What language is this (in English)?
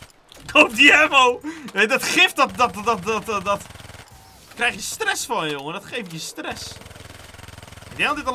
Dutch